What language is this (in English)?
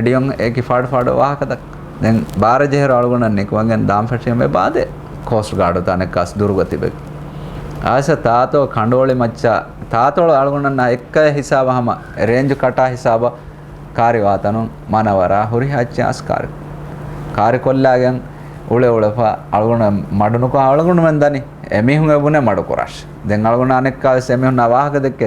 Divehi